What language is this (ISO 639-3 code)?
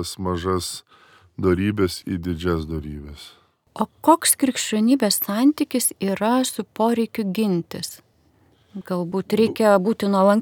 lit